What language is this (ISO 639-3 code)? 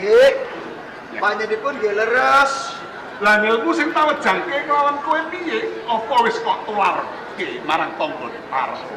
jav